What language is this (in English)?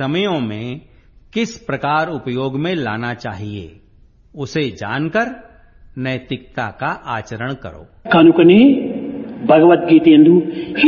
Hindi